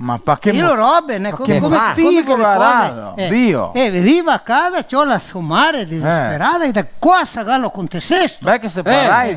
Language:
Venetian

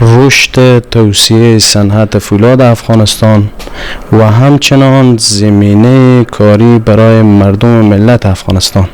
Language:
Persian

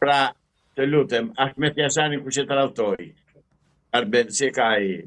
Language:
Albanian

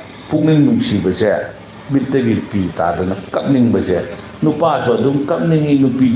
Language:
Manipuri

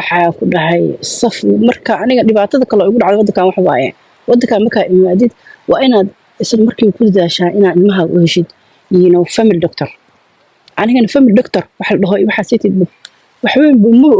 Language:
Somali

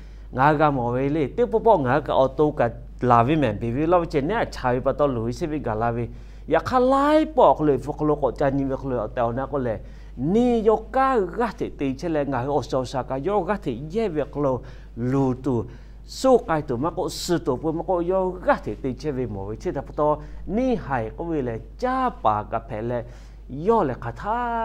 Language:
Lahu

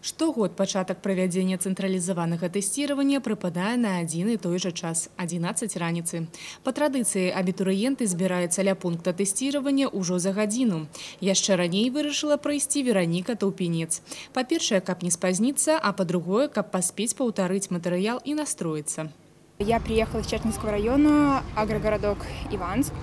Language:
Belarusian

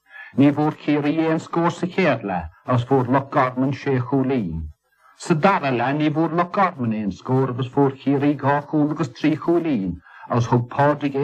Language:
Irish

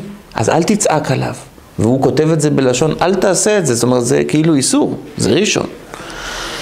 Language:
Hebrew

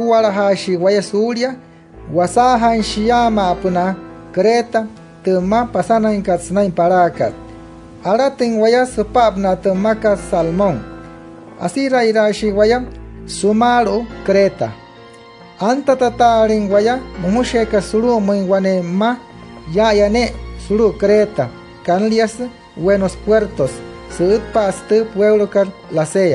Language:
Wayuu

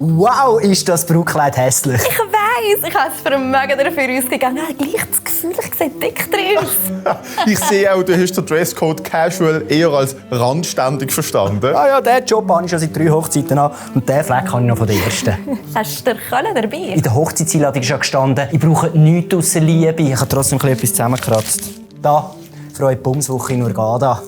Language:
Swiss German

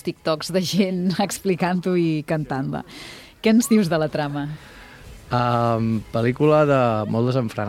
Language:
Catalan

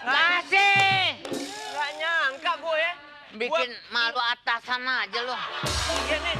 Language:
Betawi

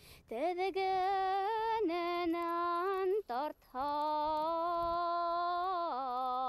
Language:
Bashkir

